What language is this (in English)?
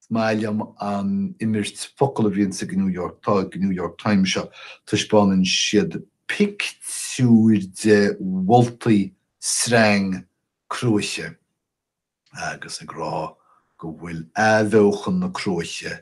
Irish